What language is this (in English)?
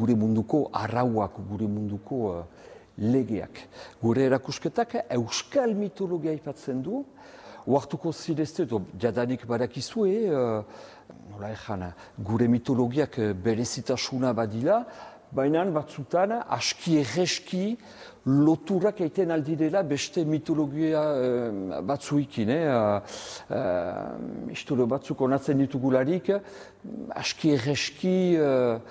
Basque